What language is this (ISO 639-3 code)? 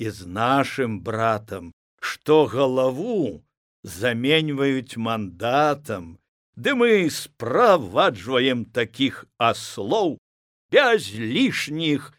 bel